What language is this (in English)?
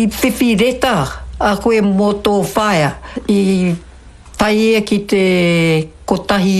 Māori